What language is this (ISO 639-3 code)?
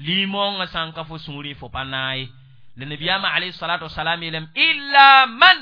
mos